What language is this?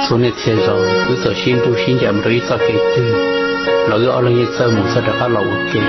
Hmong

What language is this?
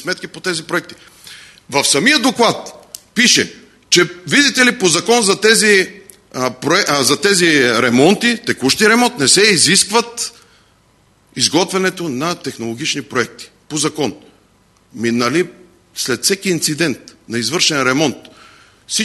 Bulgarian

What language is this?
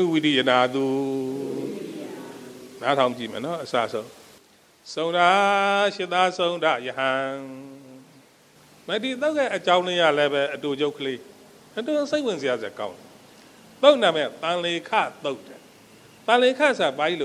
Burmese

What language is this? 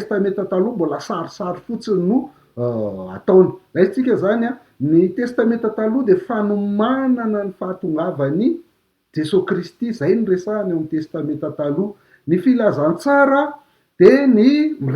Malagasy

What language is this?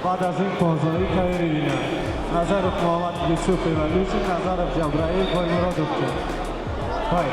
Tajik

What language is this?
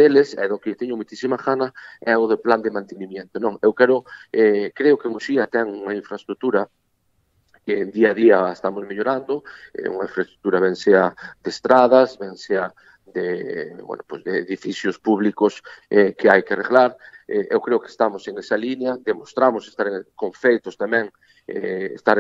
Galician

